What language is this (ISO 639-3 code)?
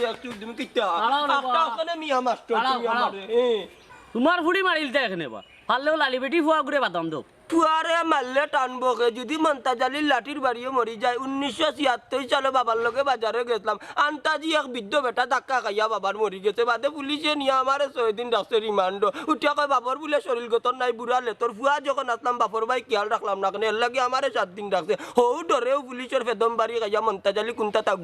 syl